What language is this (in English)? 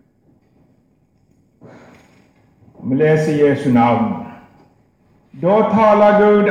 Norwegian